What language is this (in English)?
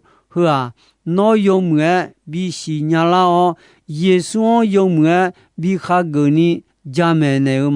Akha